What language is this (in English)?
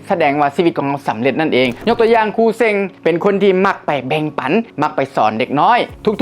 Lao